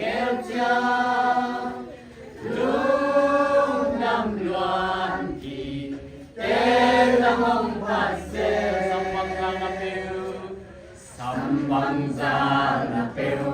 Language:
Tedim Chin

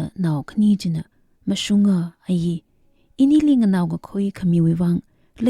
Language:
Tangkhul Naga (India)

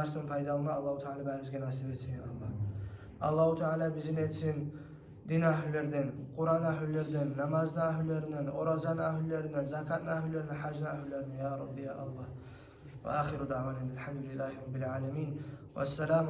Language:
Kumyk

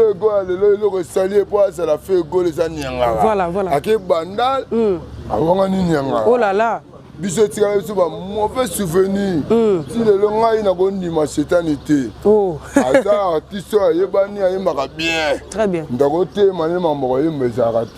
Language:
Lingala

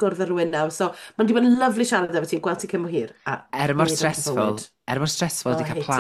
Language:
Welsh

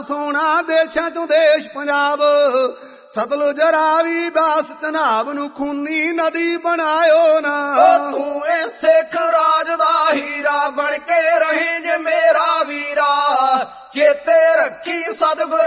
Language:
Punjabi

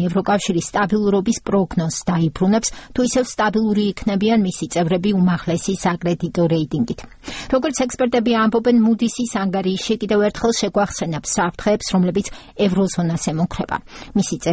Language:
Georgian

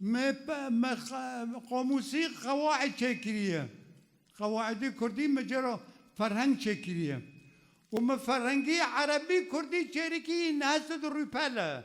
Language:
Kurdish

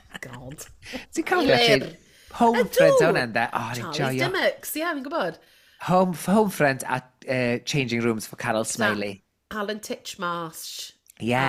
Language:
Welsh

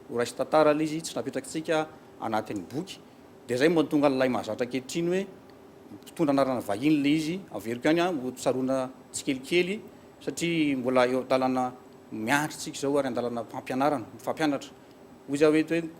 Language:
Malagasy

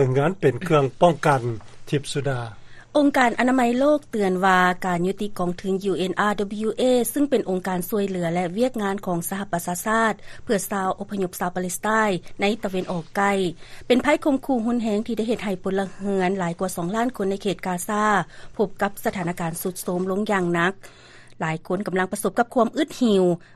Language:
Lao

